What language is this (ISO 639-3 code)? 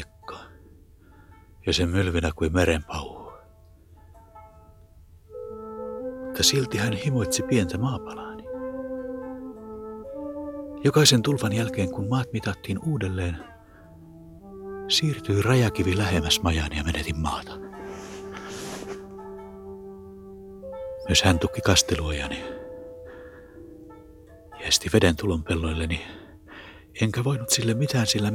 fin